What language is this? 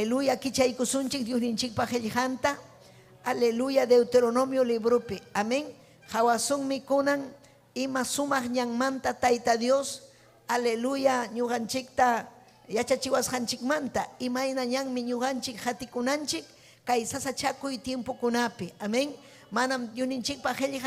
Ayacucho Quechua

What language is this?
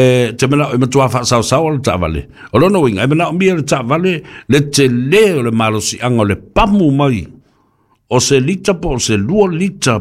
Samoan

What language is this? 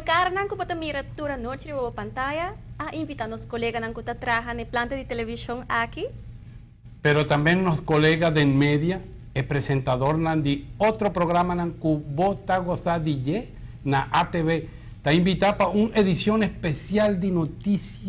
Papiamento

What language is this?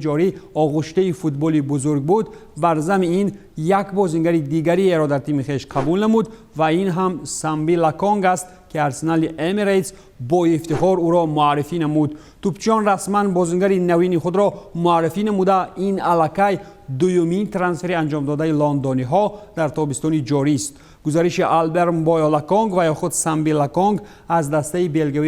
Tajik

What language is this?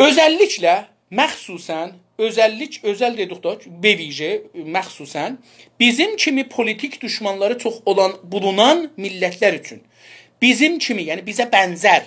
South Azerbaijani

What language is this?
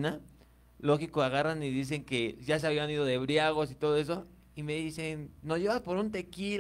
Spanish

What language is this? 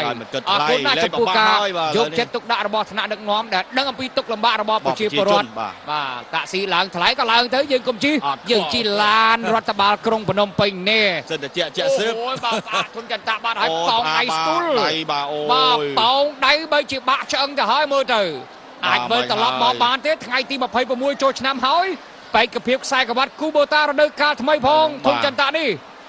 Khmer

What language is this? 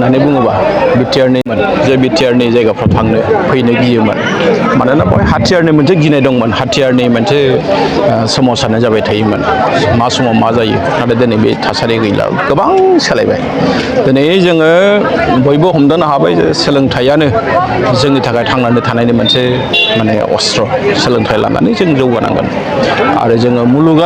Bodo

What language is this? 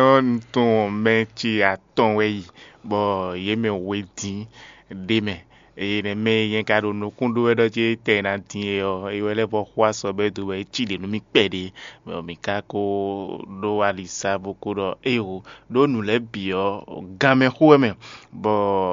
Fon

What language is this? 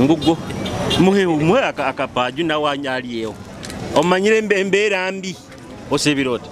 Nyoro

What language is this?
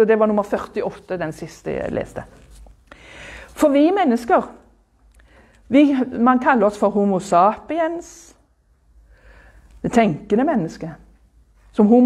Norwegian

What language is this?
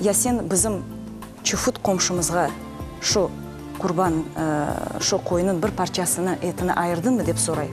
Crimean Tatar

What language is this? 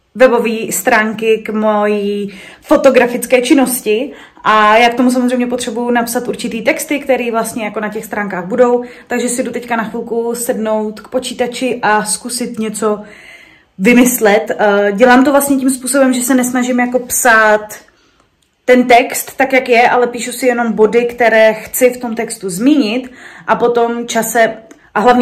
Czech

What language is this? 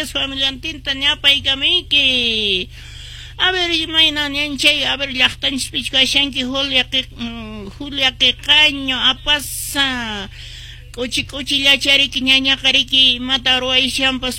Quechua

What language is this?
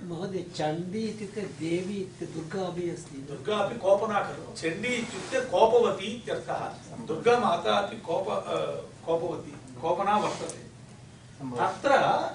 Sanskrit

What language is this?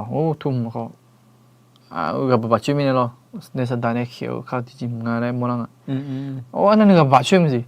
Akha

